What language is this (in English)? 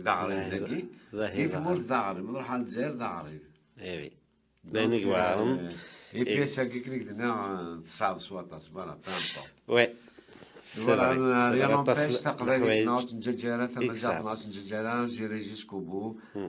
Kabyle